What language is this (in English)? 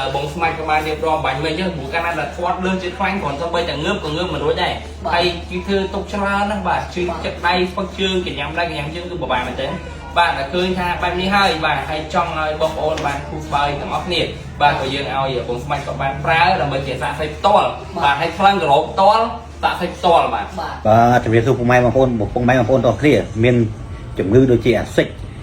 Khmer